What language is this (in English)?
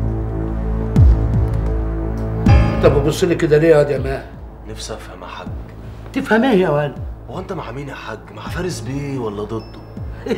Egyptian Arabic